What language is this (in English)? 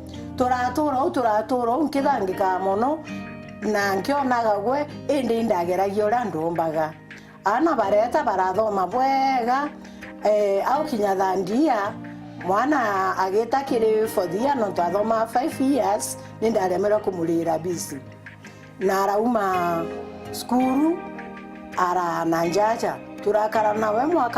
Meru